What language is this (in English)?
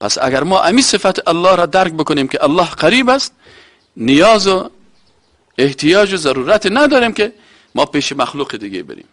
Persian